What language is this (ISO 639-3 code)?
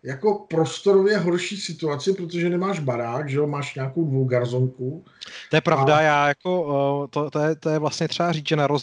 ces